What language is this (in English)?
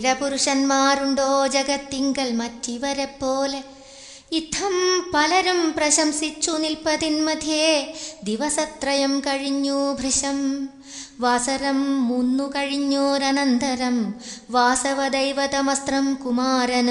Malayalam